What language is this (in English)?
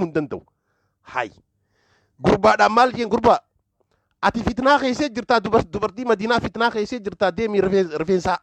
Oromo